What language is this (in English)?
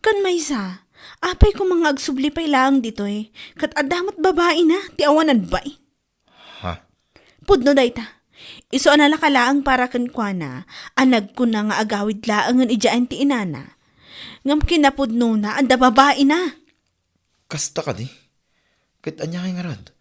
Iloko